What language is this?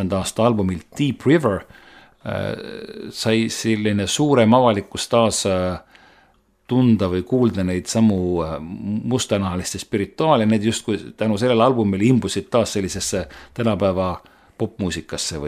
Estonian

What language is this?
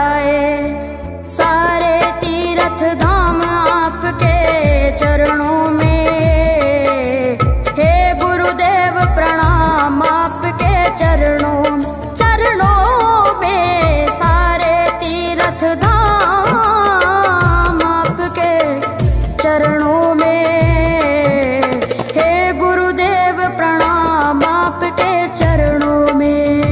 Hindi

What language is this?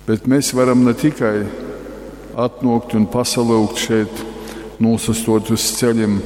Latgalian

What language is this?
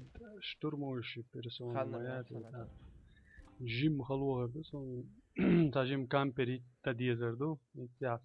Chechen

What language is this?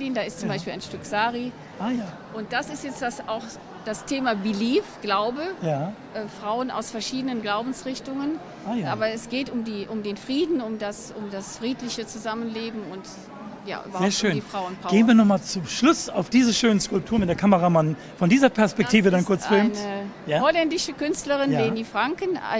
German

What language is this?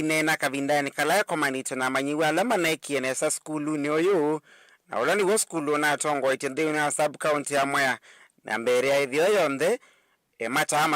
Kamba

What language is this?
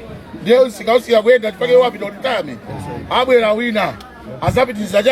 Nyanja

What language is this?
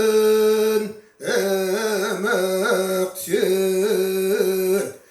Yakut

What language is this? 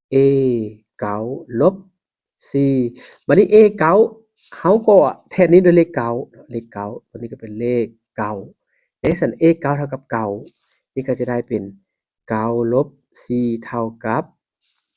Lao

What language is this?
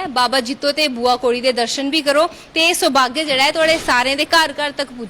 Dogri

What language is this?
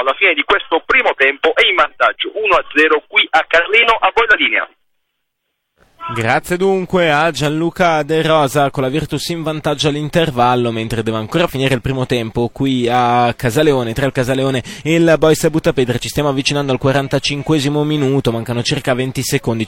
Italian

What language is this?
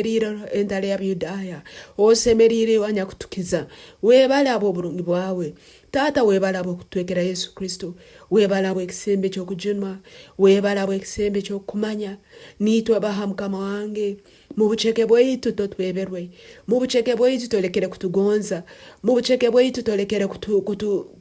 Tooro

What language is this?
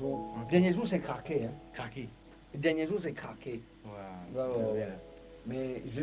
Morisyen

